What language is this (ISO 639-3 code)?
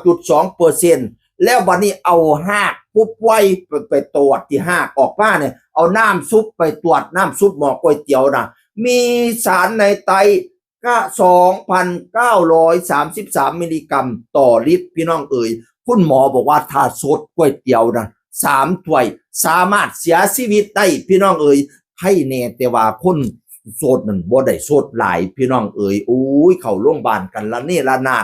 tts